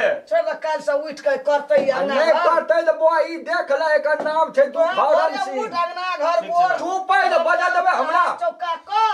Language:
Maithili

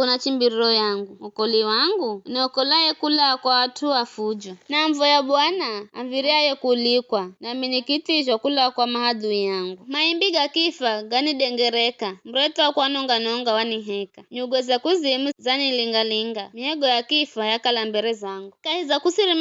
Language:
Giryama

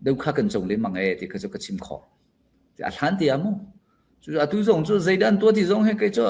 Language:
Falam Chin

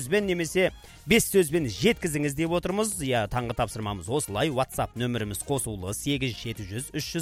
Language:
Kazakh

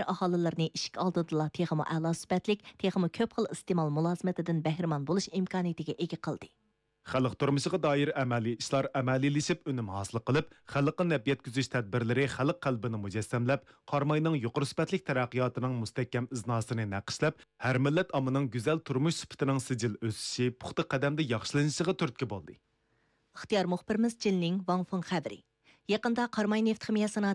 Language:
Uyghur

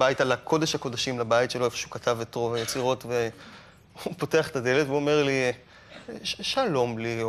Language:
Hebrew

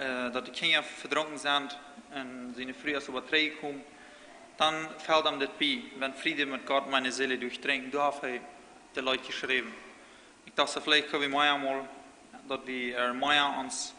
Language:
Plautdietsch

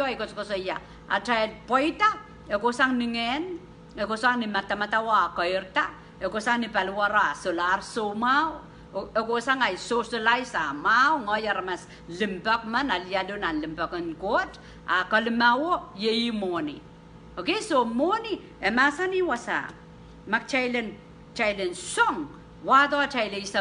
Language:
Pohnpeian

